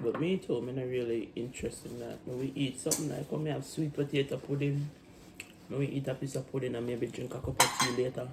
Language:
Jamaican Creole English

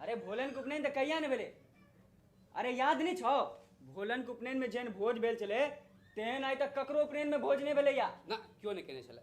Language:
Maithili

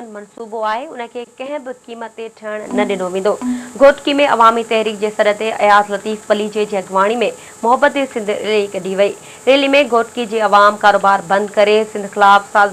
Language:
Sindhi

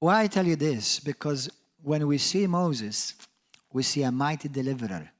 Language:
English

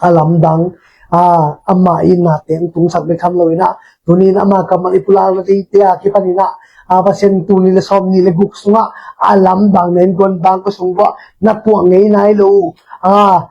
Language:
Tedim Chin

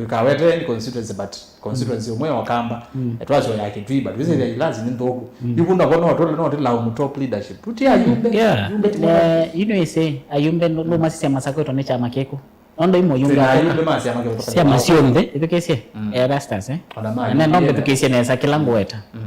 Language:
Kamba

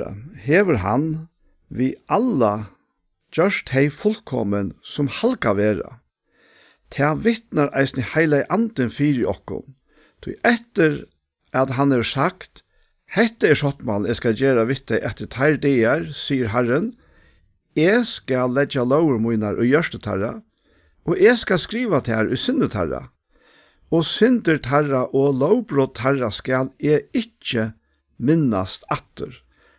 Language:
Faroese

